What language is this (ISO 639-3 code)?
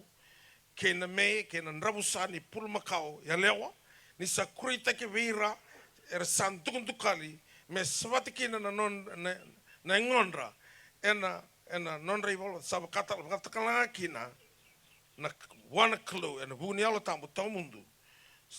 fij